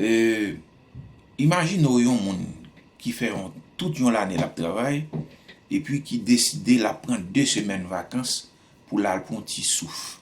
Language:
Haitian Creole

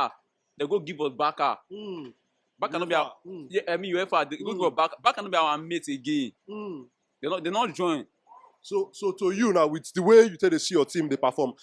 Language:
Nigerian Pidgin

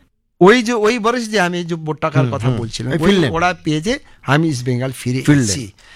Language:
Bangla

